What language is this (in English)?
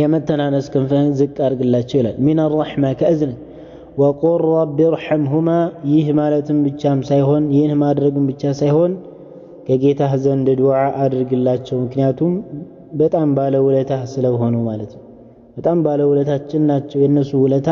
Amharic